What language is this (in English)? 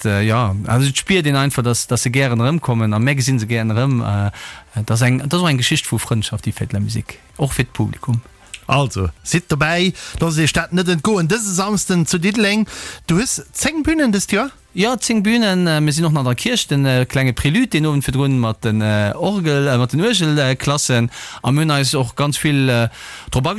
Luxembourgish